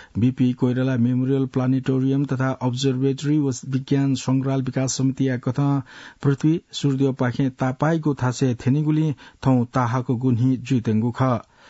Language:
Newari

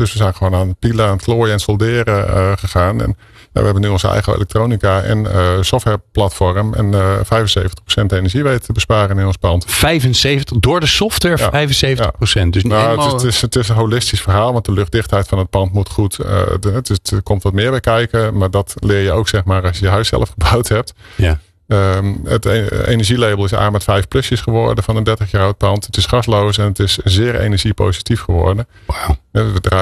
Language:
Dutch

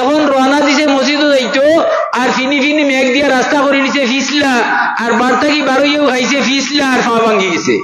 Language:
Sylheti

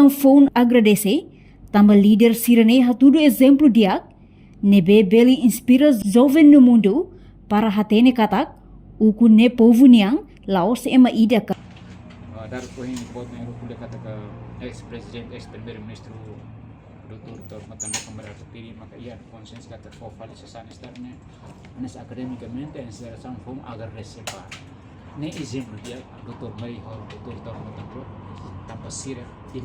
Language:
Tetum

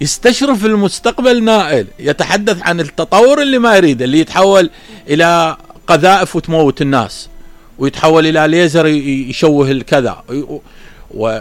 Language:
Mesopotamian Arabic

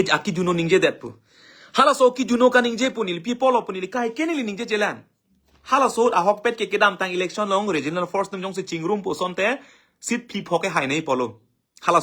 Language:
Karbi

